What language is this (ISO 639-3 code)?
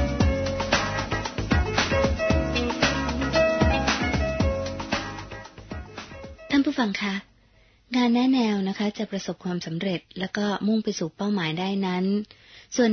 tha